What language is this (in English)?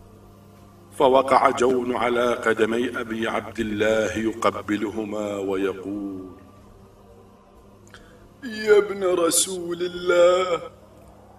Arabic